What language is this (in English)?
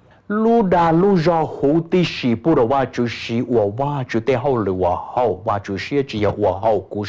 Hmong